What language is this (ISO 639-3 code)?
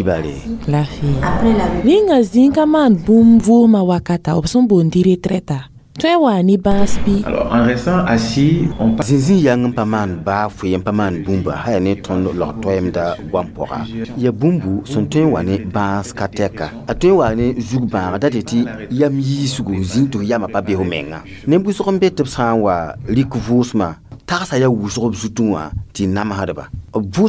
mos